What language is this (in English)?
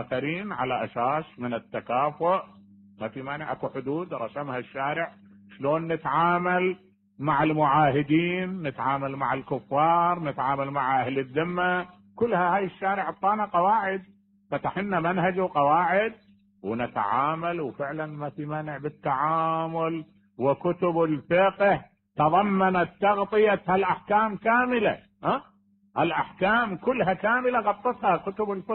Mesopotamian Arabic